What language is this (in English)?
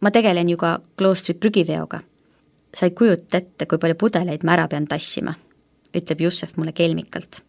Estonian